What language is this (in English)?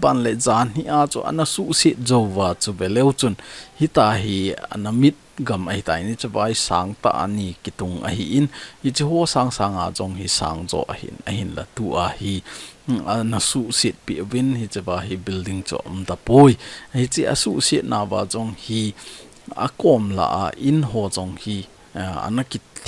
Thado Chin